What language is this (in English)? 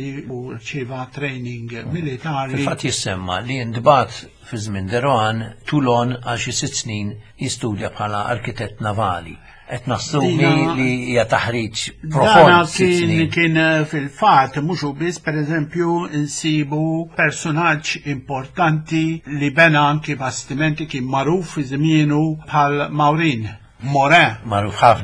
Maltese